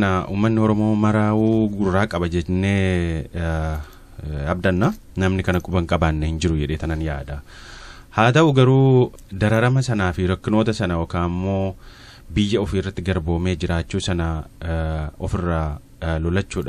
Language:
Oromo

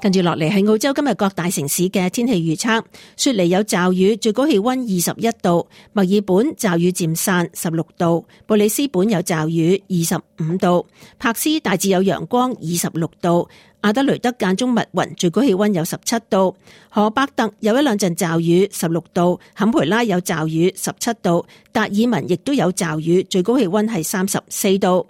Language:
Cantonese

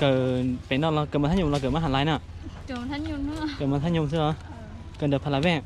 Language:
Hmong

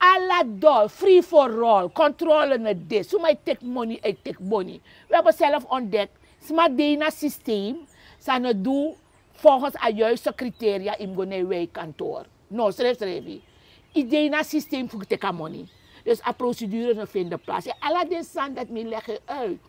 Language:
Sranan Tongo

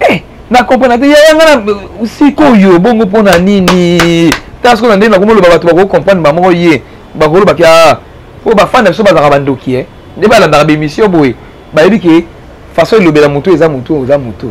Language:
Lingala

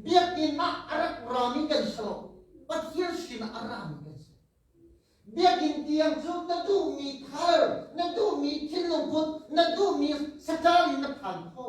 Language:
Hakha Chin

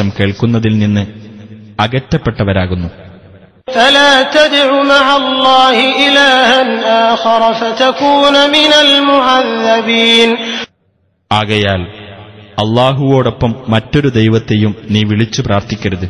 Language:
Malayalam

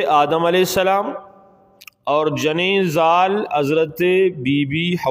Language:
Eastern Balochi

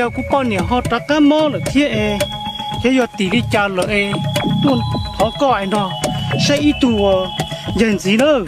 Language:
Hmong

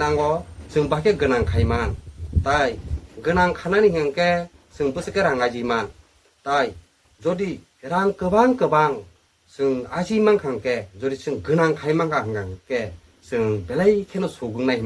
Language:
Kok Borok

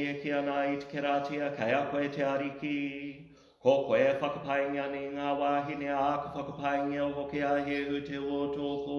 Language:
Māori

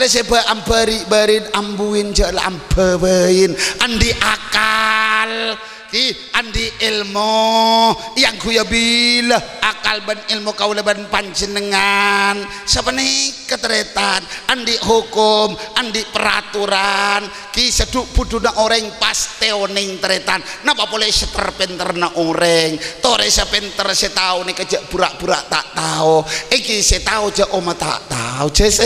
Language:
Madurese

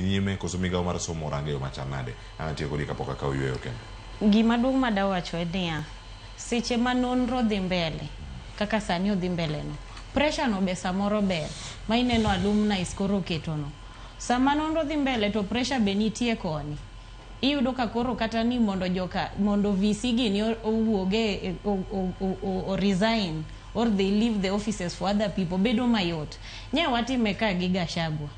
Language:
Luo (Kenya and Tanzania)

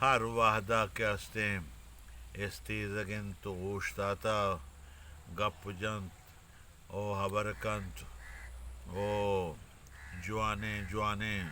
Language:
Eastern Balochi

